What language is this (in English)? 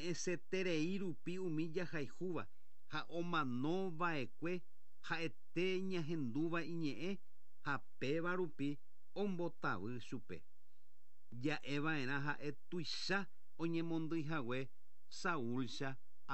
Guarani